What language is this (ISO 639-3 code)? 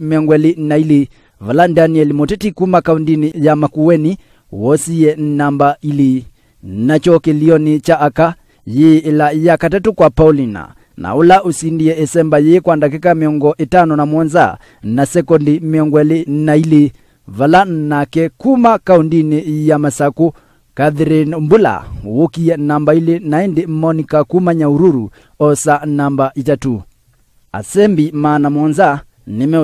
kam